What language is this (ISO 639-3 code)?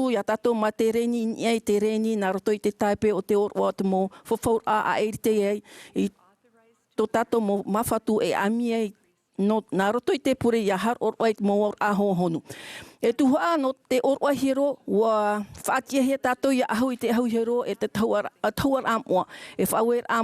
tah